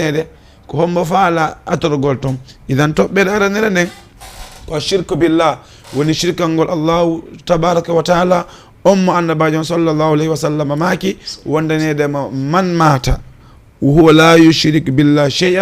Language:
Fula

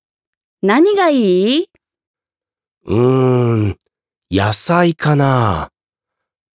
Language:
Japanese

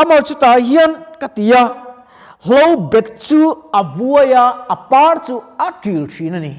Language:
Mizo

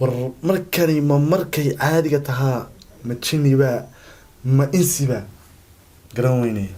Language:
Somali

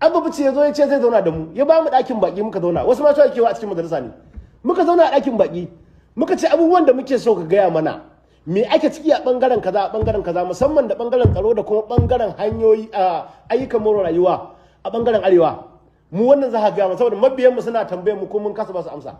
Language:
Hausa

